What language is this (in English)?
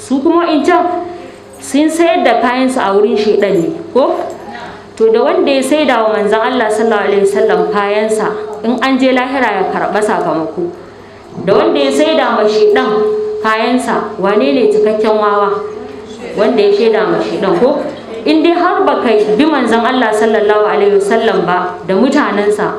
Hausa